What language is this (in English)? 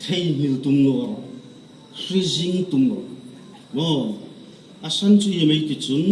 Hmar